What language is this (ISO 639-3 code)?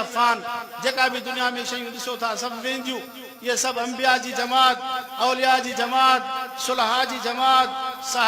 snd